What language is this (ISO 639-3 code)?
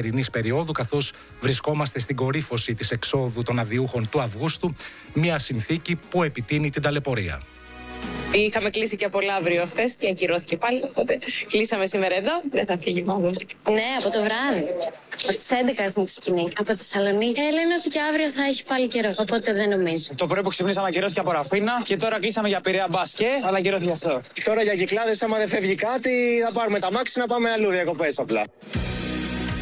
ell